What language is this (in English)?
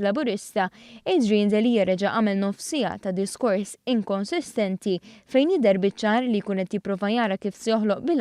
Maltese